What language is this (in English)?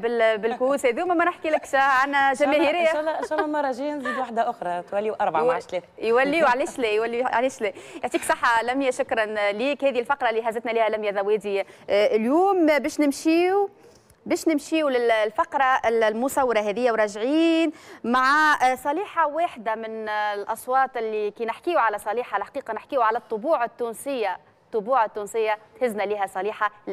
Tunisian Arabic